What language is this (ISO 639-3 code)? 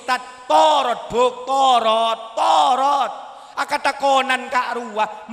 mad